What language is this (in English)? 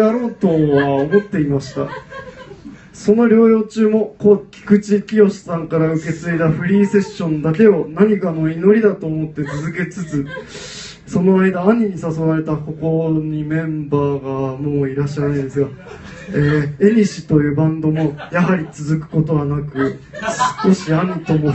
Japanese